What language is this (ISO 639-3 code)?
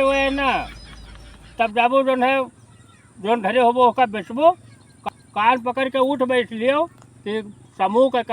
awa